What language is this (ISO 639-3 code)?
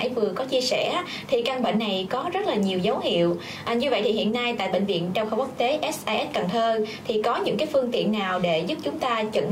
vie